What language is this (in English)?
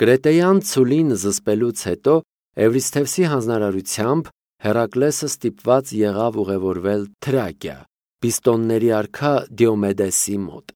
Armenian